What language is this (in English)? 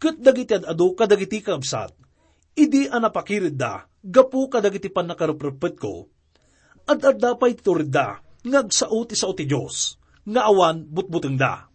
Iloko